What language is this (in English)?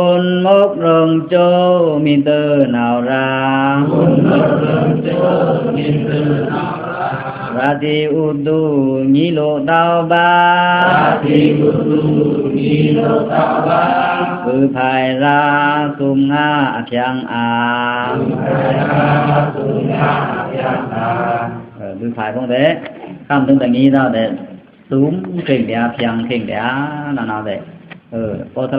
Pa'o Karen